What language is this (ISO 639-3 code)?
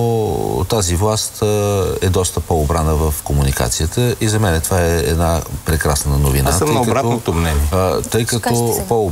bul